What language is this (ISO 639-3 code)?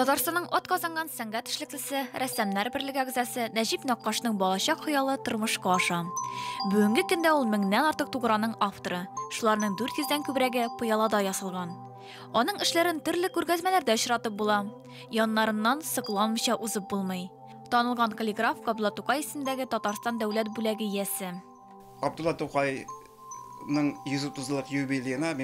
tat